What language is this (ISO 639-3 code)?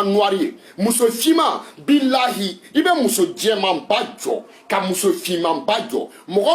bam